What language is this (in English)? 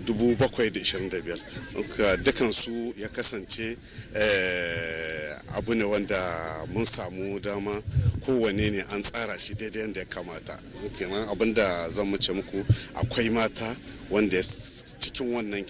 Hausa